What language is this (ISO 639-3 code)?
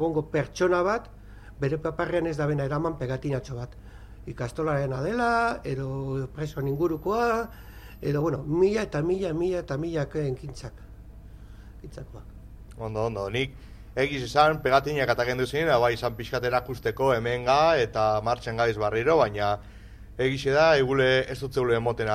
eus